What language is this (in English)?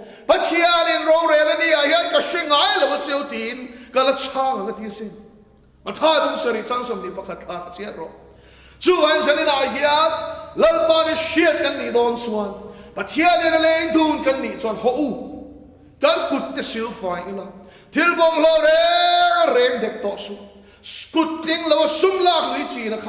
Mizo